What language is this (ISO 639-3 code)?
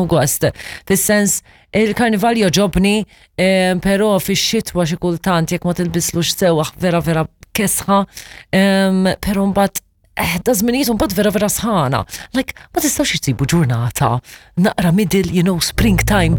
mlt